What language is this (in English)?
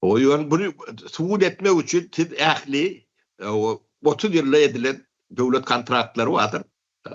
Turkmen